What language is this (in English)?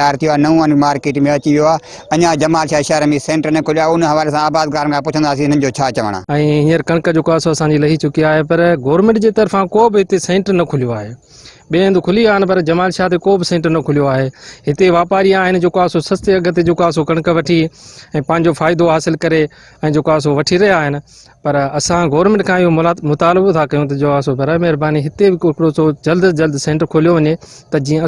Sindhi